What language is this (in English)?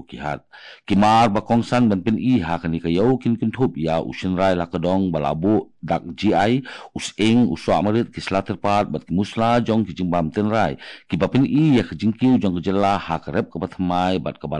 Khasi